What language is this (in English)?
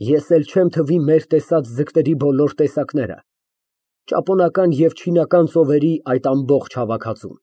Armenian